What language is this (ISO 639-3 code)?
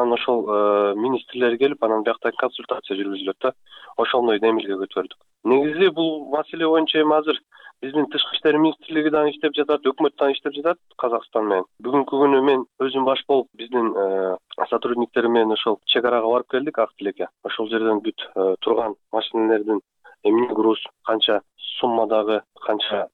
kir